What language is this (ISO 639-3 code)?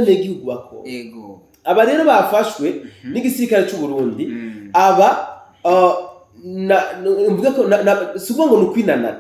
run